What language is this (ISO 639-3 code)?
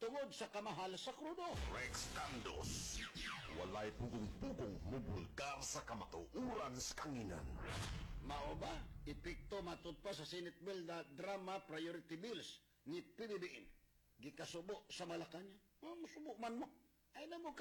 ceb